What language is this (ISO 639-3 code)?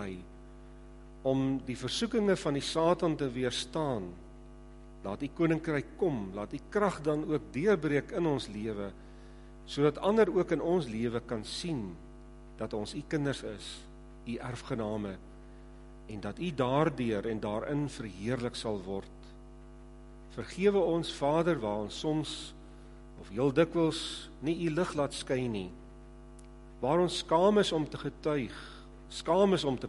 afr